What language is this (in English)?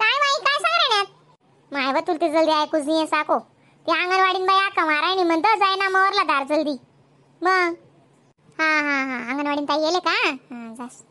Khandesi